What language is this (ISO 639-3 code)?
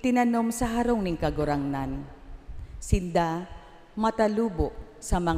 bik